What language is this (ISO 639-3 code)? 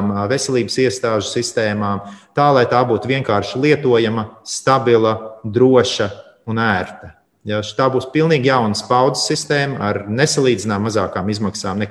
lav